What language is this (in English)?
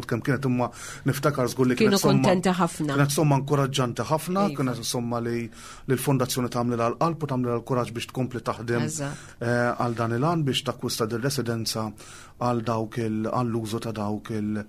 Maltese